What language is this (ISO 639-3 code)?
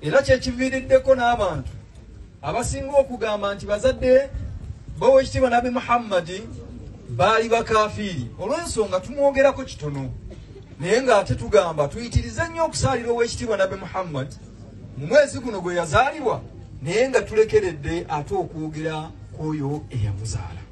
lug